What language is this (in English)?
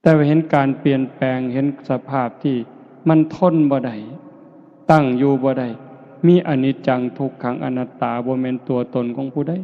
Northeastern Thai